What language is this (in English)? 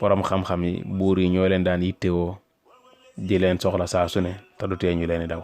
Wolof